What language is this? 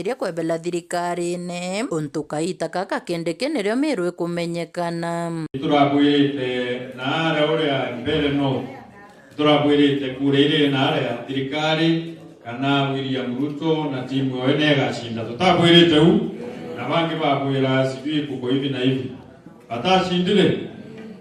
Meru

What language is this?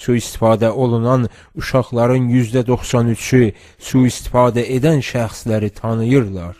South Azerbaijani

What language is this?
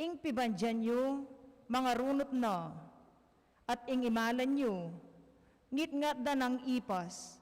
Pampanga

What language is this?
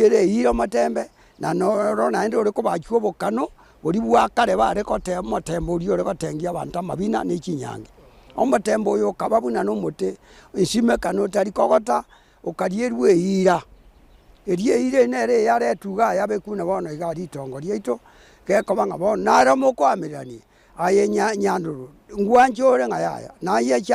Gusii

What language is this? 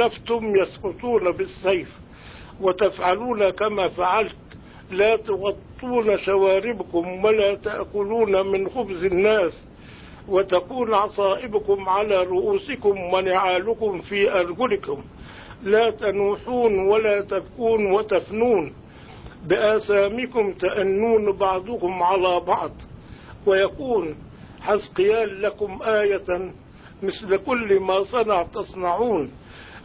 Arabic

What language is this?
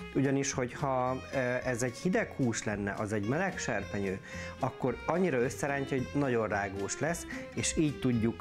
Hungarian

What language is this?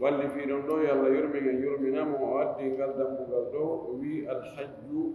Fula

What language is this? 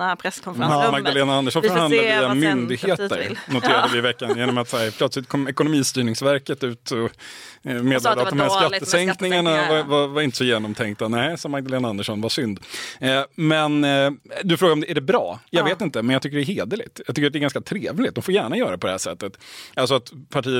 Swedish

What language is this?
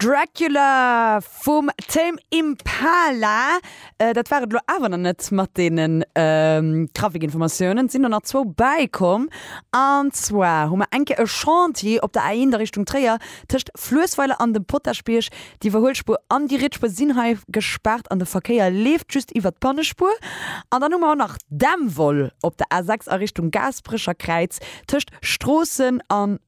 Luxembourgish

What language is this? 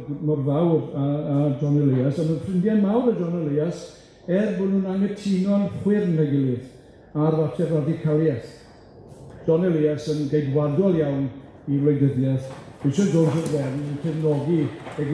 Welsh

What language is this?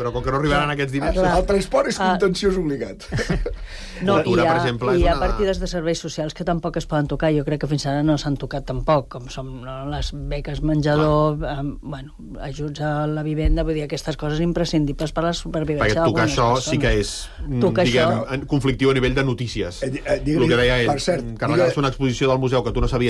Catalan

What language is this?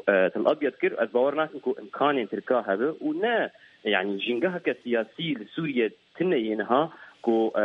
Kurdish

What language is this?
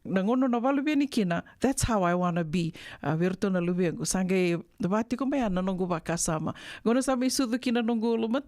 Fijian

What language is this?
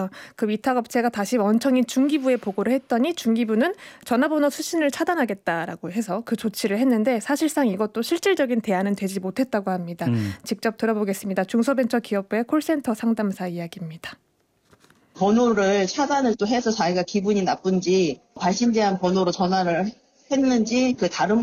Korean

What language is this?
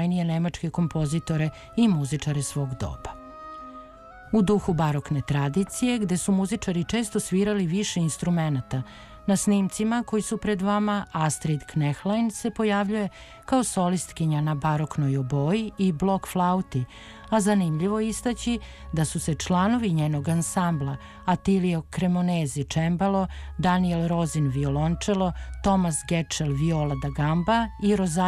Serbian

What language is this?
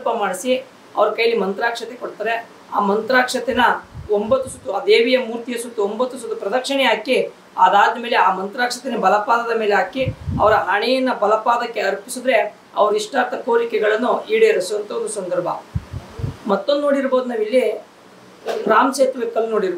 Kannada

